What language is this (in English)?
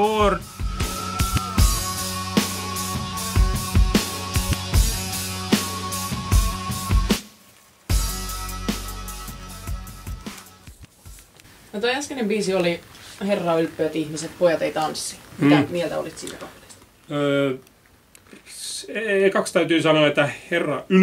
Finnish